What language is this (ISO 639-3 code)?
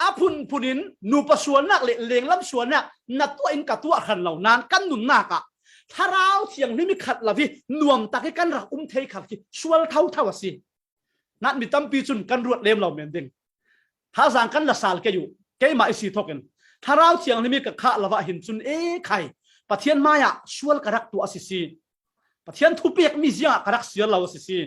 cfm